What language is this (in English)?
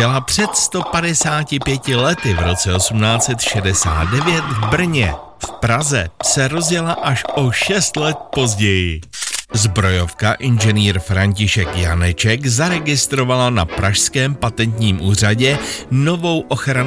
Czech